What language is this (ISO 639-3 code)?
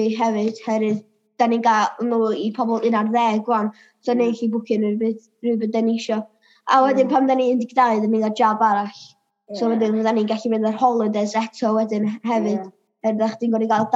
cym